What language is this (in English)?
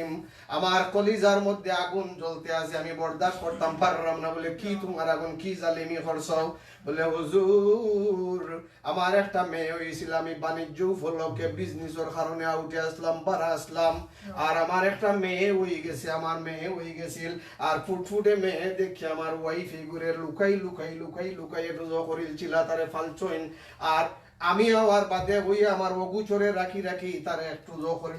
Sylheti